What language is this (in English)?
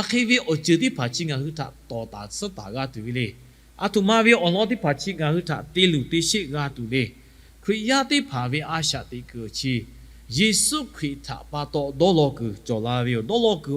Lahu